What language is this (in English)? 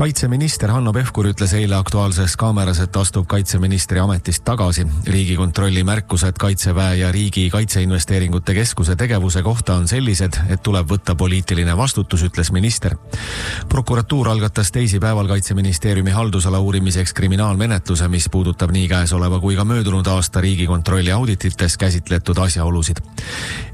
Estonian